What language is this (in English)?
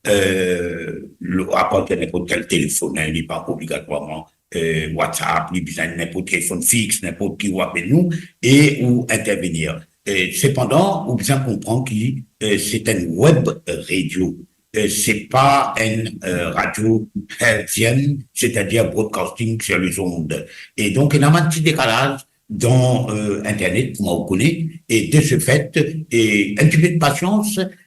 Morisyen